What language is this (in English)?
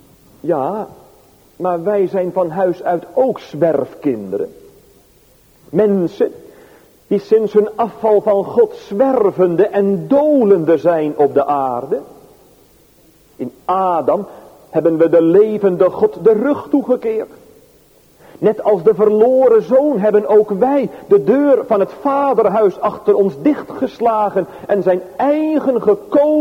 Dutch